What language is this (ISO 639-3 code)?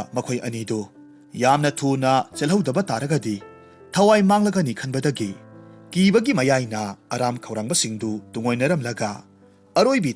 mni